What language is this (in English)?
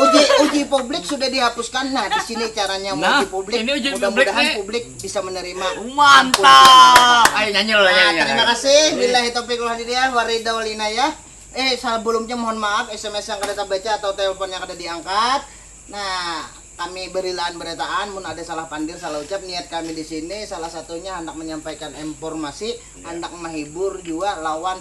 Banjar